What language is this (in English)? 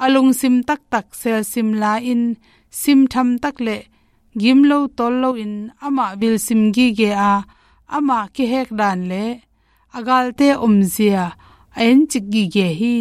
Tedim Chin